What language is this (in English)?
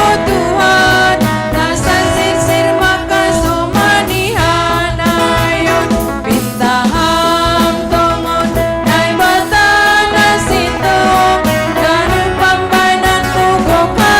Batak Simalungun